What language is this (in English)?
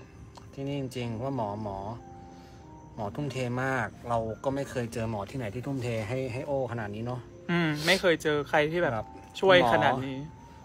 Thai